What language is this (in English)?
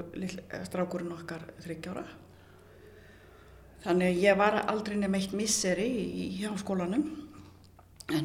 Icelandic